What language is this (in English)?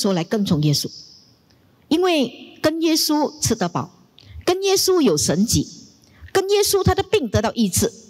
Chinese